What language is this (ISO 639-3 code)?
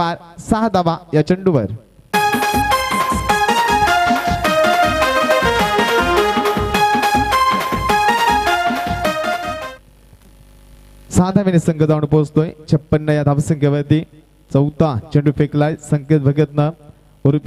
mar